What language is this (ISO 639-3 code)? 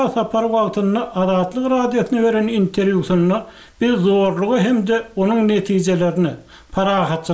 tuk